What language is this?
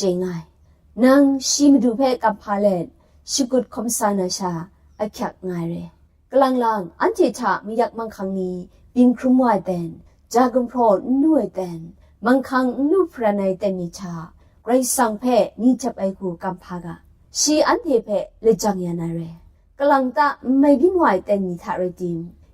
Kachin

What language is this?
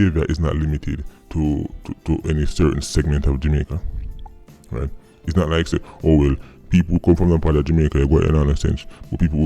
Jamaican Creole English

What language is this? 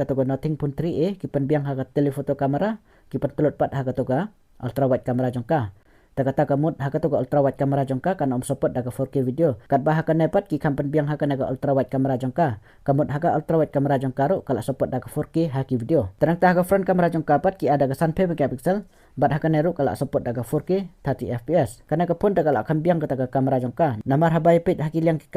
Khasi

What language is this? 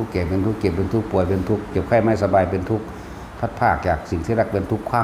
Northeastern Thai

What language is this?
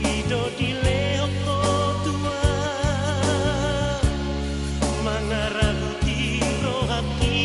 Batak Toba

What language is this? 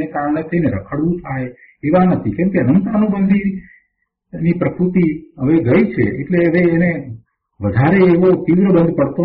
Gujarati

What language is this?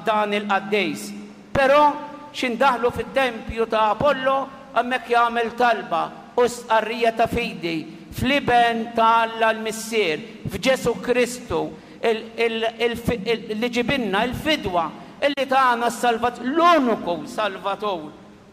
Maltese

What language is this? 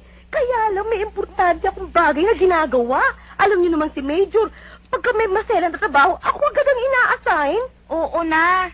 Filipino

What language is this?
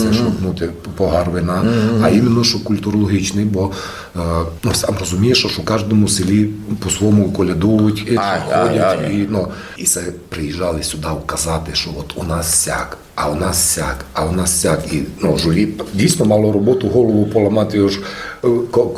Rusyn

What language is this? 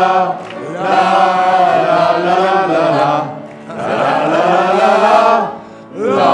Picard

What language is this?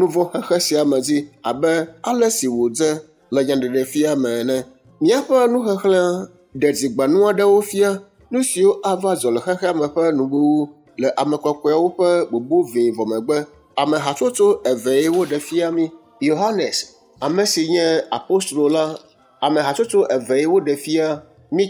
Ewe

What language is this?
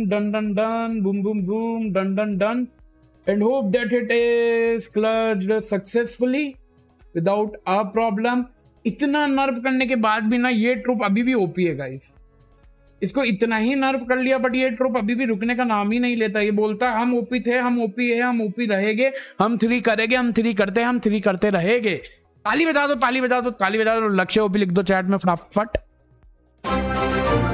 Hindi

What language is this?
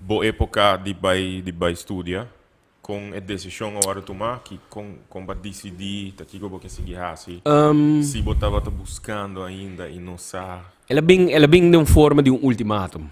Papiamento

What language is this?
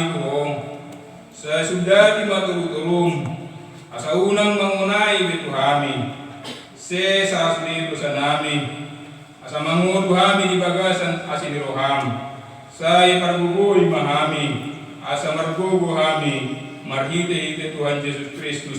Batak Toba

